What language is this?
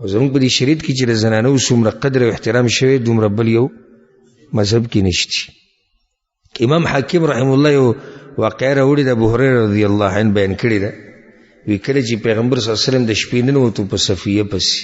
Pashto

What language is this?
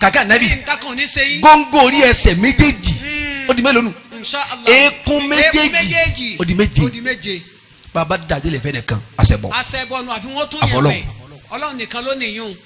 Yoruba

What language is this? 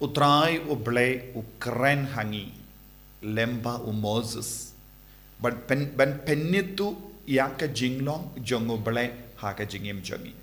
Khasi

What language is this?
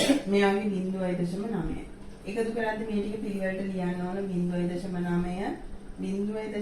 Sinhala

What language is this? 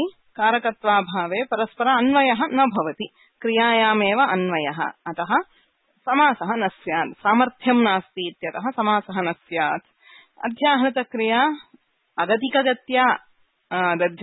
Sanskrit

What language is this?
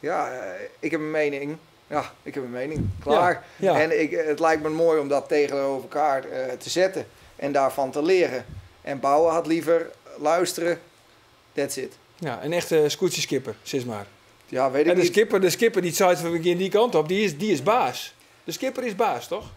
Western Frisian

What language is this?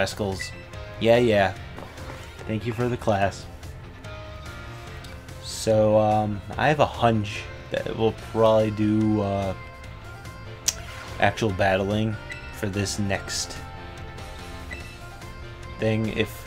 English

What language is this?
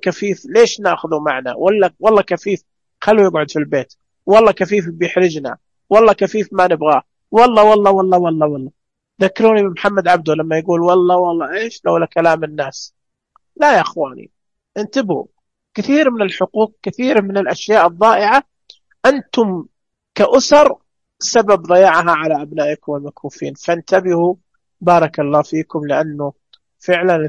Najdi Arabic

